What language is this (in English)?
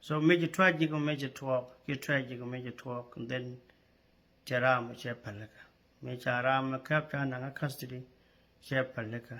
Nuer